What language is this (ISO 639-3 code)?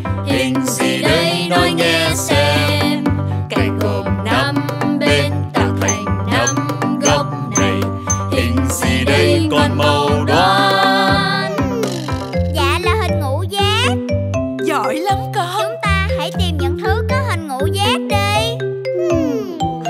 vie